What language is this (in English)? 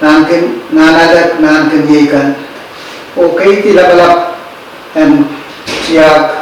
Pohnpeian